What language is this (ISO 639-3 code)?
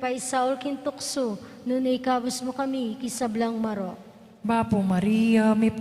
pam